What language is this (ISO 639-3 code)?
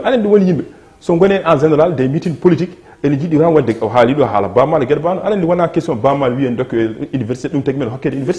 ful